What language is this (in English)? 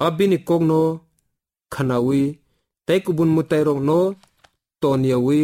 Kok Borok